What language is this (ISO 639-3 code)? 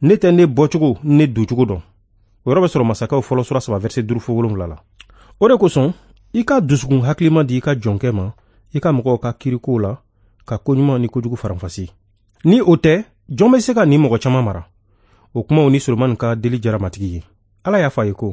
bam